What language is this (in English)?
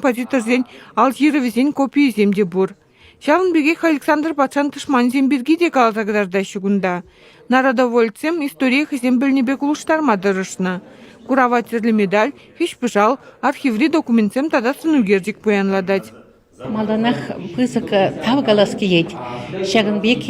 Chuvash